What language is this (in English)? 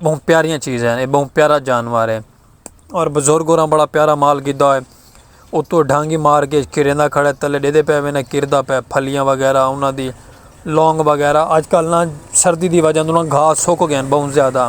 Saraiki